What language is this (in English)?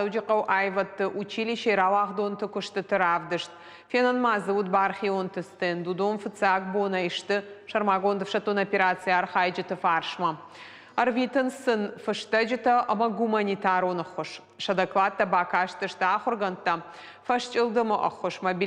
Ossetic